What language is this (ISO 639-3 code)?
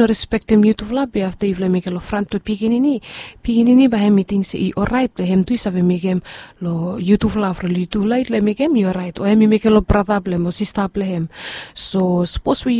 bis